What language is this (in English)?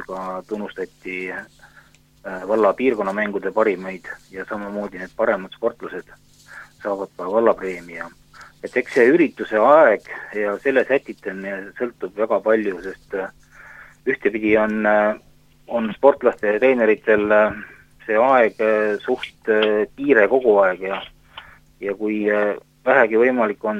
Estonian